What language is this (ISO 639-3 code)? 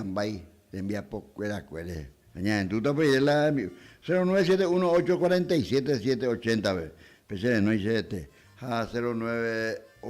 grn